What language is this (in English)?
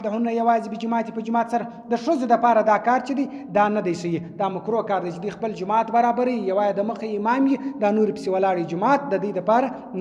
Pashto